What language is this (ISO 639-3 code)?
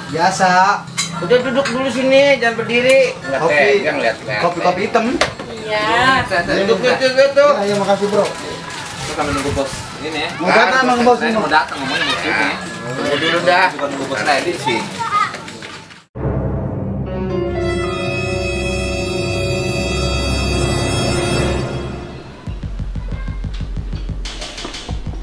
ind